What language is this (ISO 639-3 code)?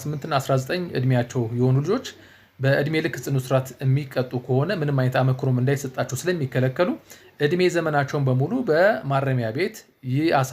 amh